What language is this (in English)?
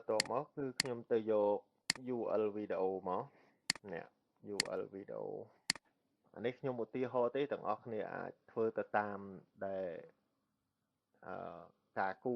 Khmer